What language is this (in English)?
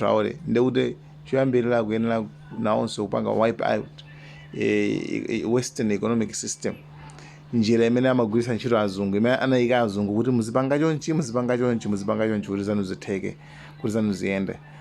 Nyanja